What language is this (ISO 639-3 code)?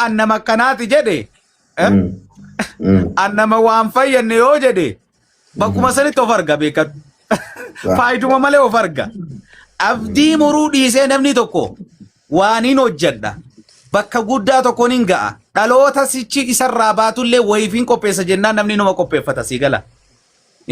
orm